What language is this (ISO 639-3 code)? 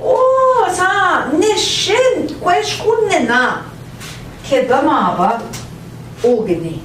ojc